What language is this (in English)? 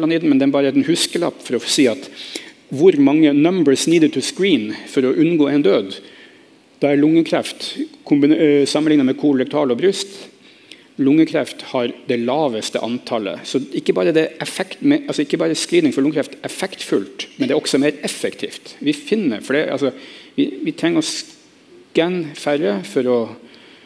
Norwegian